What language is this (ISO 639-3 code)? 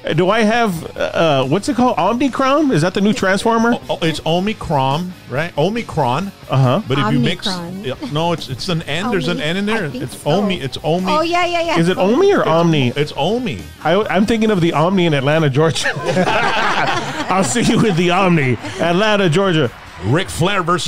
eng